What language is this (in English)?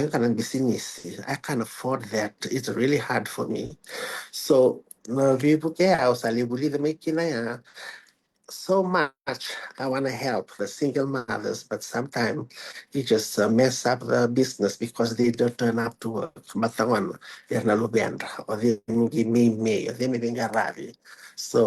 Fijian